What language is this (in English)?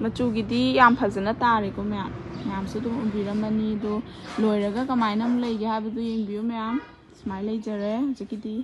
Manipuri